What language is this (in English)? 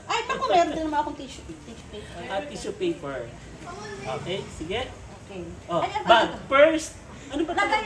Filipino